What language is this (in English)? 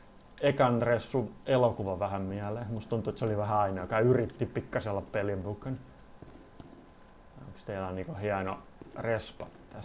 Finnish